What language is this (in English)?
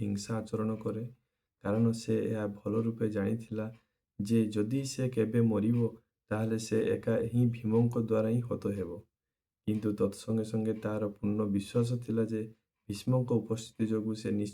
Odia